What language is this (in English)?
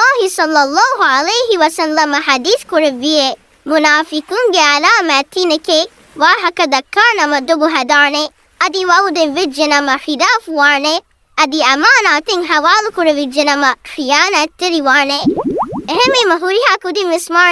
Divehi